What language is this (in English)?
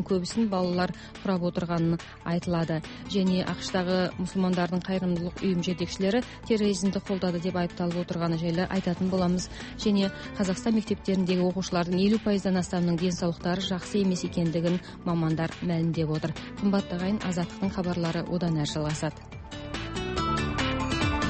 Kazakh